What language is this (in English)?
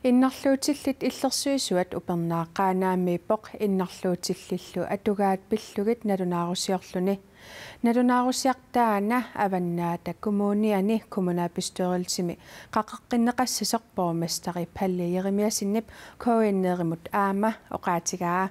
Kalaallisut